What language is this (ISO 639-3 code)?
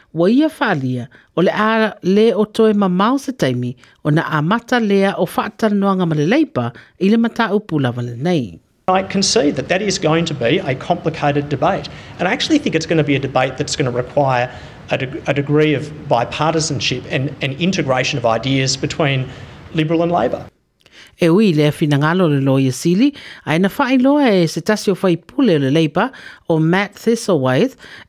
smo